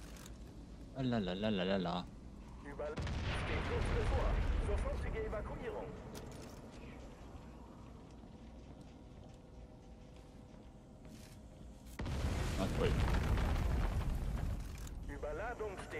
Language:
German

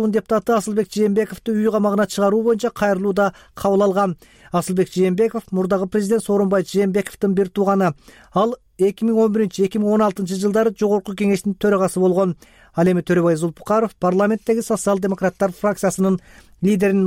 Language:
Kyrgyz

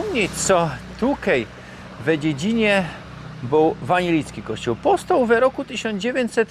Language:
Silesian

